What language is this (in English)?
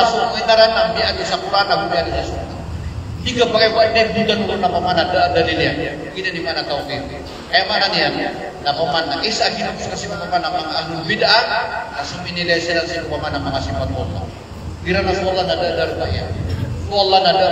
Maranao